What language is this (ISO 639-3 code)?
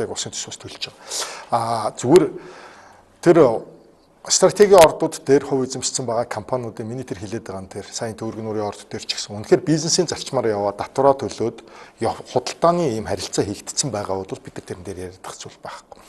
mon